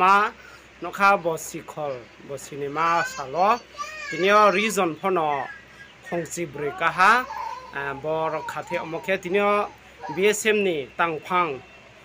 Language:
Riang (India)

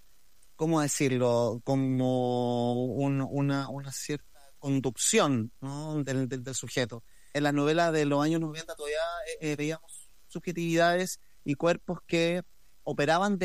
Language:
Spanish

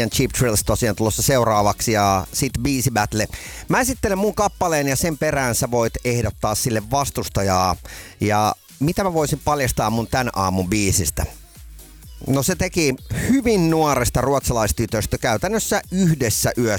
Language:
Finnish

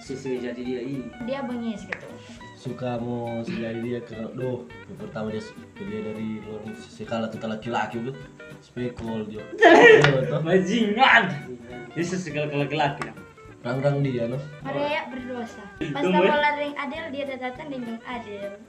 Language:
Manado Malay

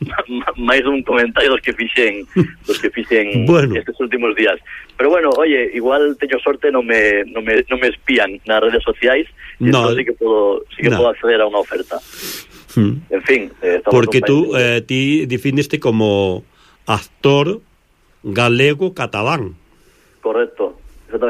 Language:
Galician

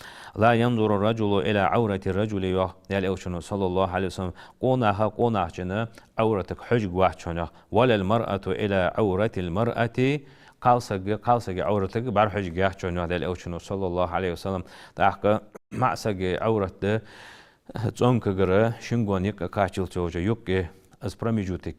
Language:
Ingush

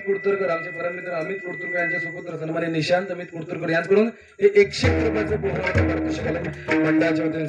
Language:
Marathi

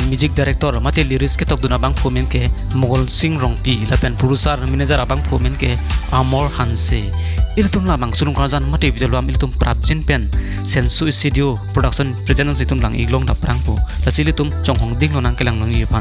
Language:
Karbi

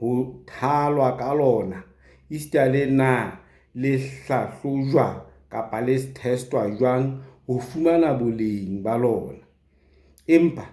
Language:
Southern Sotho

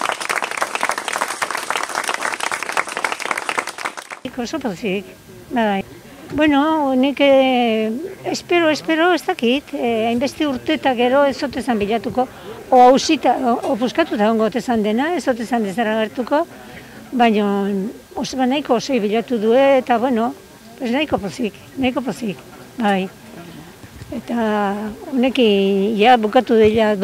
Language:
Basque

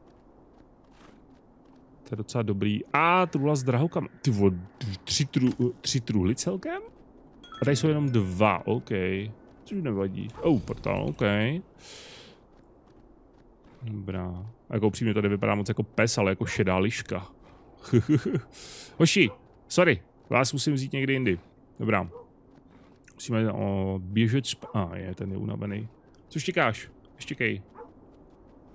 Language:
Czech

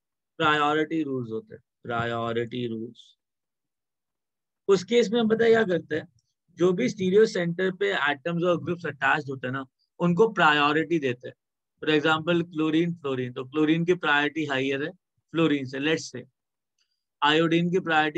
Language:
Hindi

